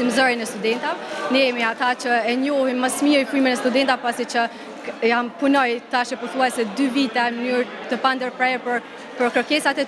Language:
Albanian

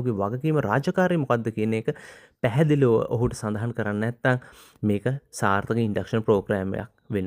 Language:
Sinhala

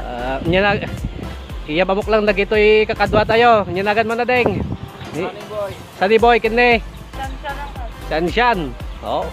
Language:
Iloko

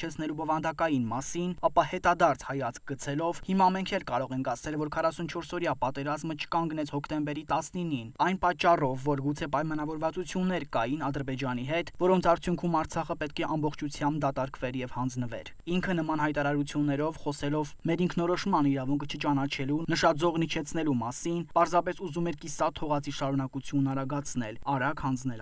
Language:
Armenian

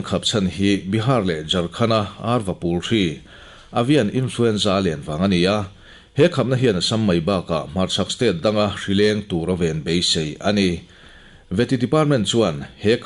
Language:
Mizo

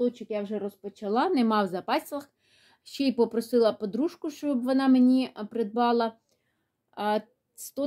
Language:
Ukrainian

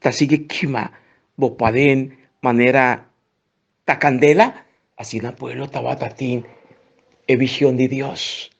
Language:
Papiamento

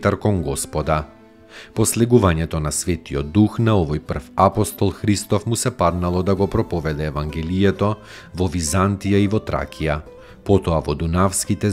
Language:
Macedonian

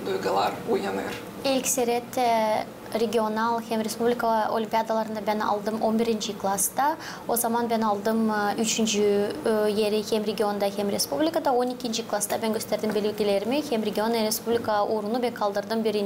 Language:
Gagauz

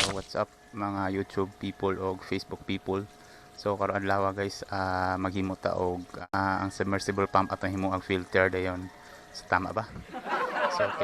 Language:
Cebuano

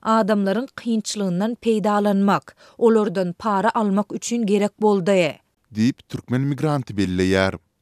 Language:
Turkmen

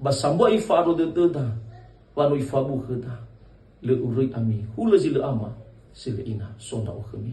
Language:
Nias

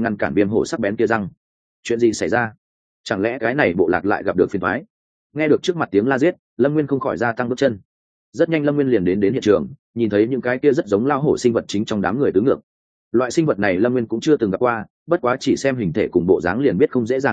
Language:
Vietnamese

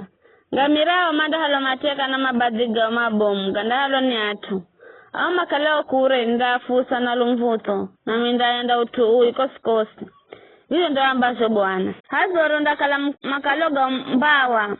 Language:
Giryama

